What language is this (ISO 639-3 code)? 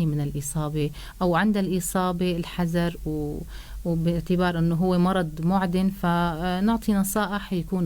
apc